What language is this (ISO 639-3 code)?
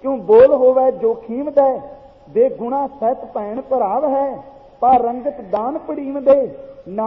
pan